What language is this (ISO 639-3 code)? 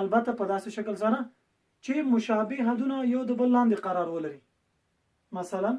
pus